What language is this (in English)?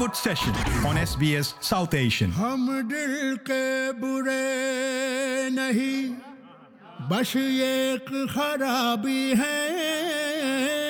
Urdu